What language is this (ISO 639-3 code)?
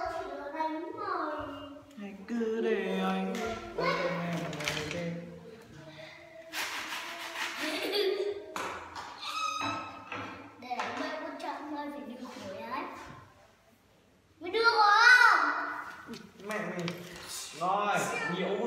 vie